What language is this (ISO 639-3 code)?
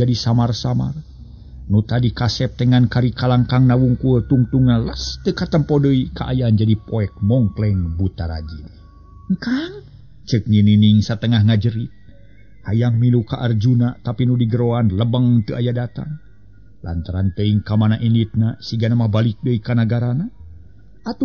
sun